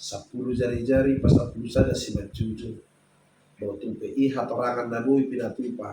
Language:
Batak Toba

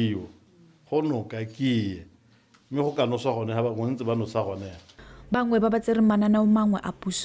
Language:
Tswana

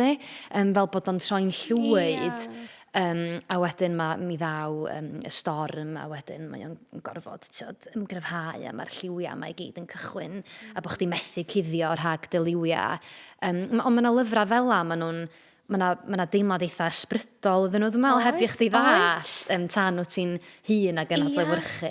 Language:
Welsh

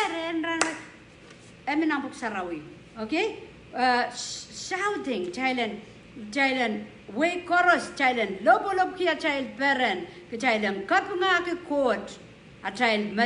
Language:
Pohnpeian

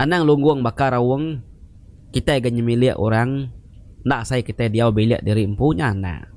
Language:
Iban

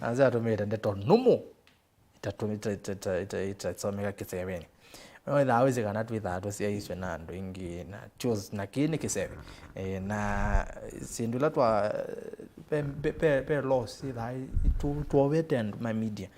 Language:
Kamba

